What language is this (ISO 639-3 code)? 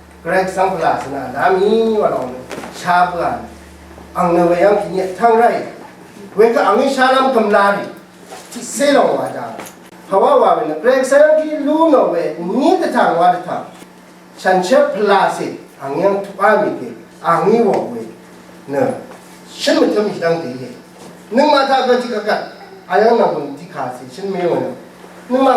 raw